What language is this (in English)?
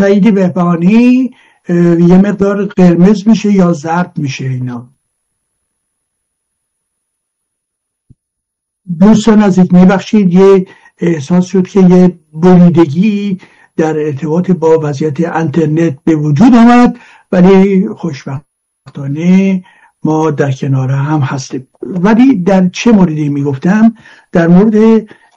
Persian